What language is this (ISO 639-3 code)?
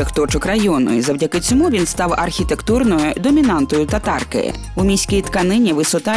ukr